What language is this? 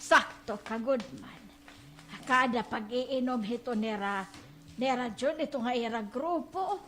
Waray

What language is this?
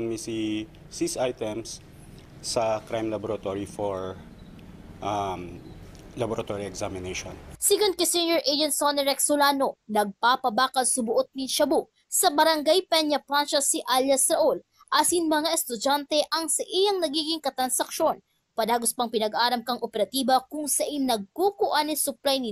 Bikol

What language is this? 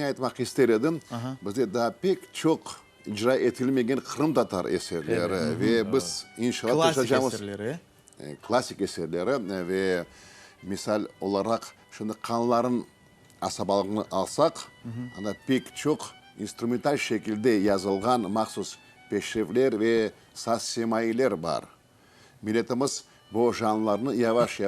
Crimean Tatar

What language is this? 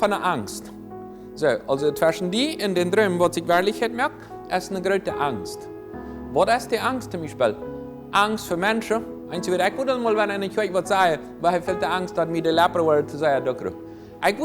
Plautdietsch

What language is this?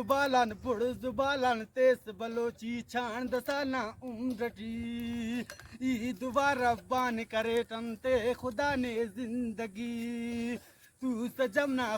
Brahui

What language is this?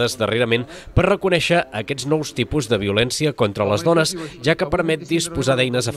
Catalan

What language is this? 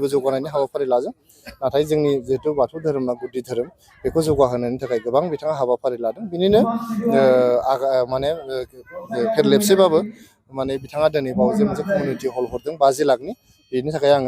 Bodo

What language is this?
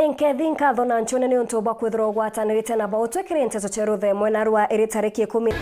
Meru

